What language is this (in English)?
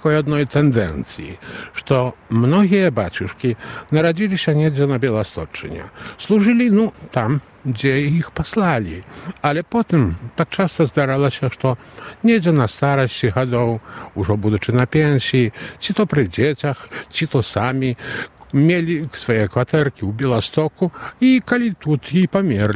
Belarusian